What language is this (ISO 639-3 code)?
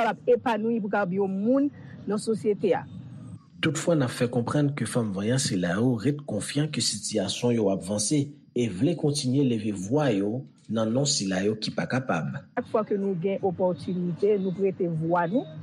hat